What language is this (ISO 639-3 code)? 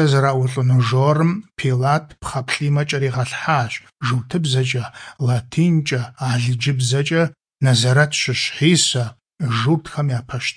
kbd